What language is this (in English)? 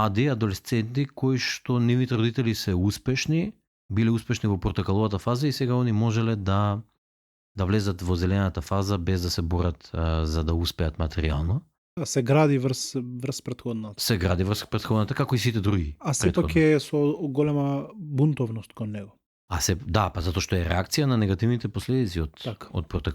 Macedonian